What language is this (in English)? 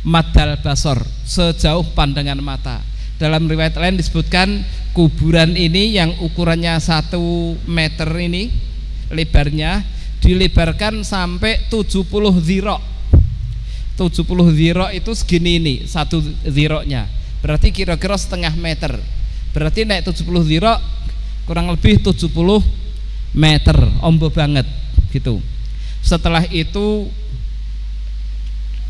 Indonesian